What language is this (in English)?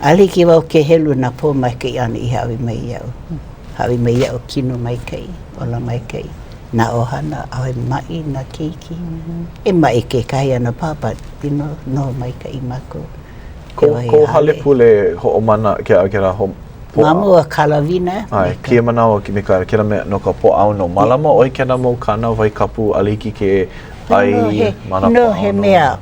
Hawaiian